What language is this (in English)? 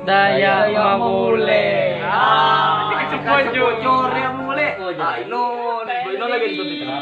Ma'anyan